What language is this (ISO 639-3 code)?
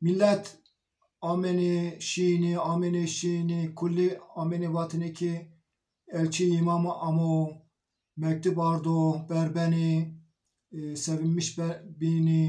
zza